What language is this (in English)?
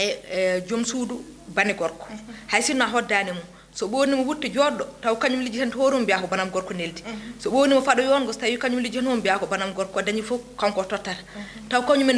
Fula